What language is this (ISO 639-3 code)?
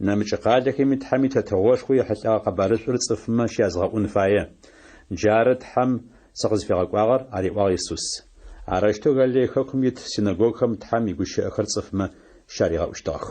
ady